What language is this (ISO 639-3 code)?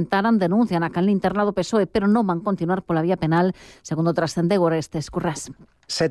glg